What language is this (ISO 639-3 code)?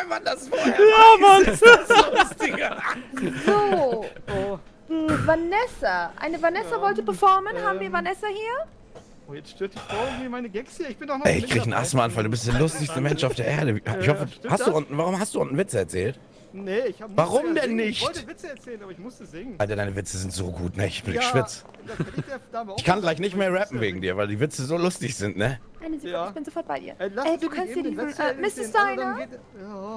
gsw